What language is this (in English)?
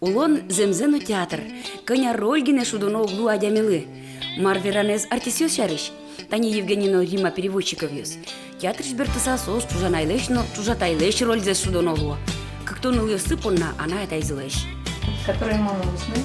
Udmurt